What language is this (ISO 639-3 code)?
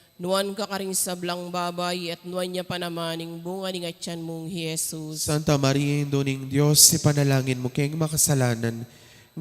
pam